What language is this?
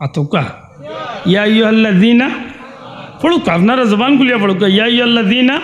Sylheti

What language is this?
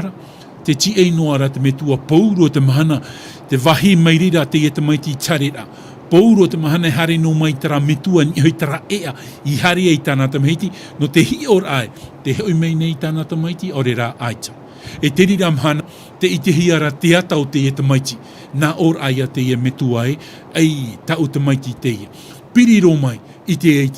Tahitian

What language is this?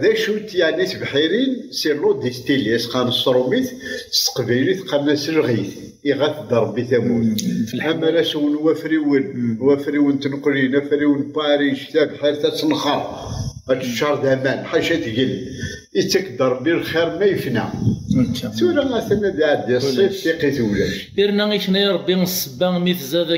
Kabyle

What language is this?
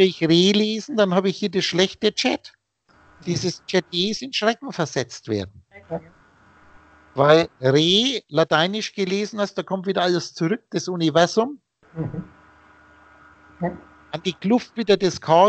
German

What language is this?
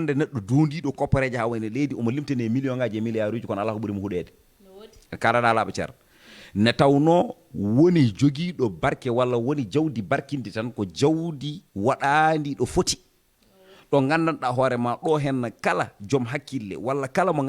Fula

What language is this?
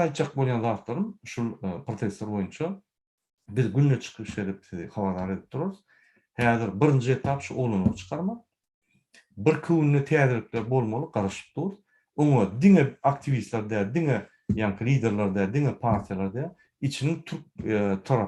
Turkmen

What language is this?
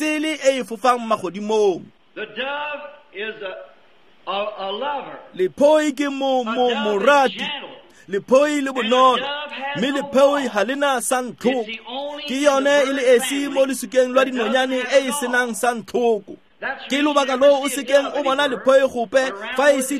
Tswana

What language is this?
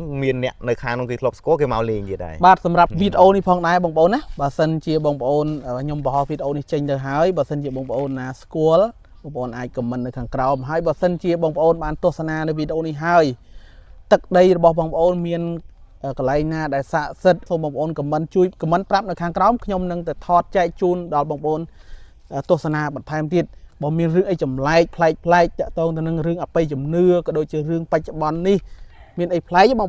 Khmer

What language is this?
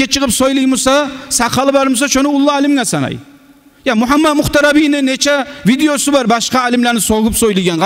Kumyk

